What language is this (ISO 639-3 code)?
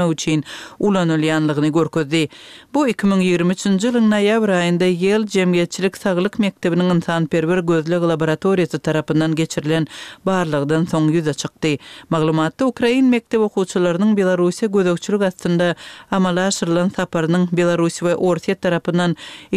tuk